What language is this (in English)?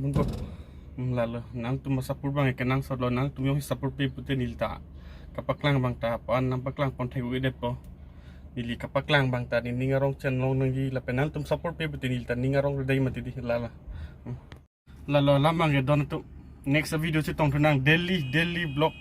Karbi